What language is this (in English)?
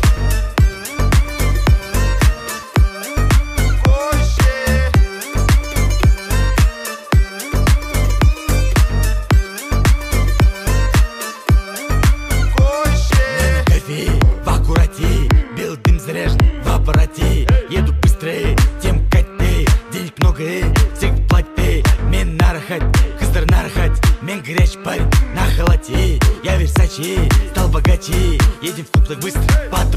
Kara-Kalpak